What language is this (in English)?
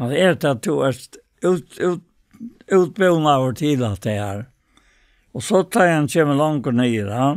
Faroese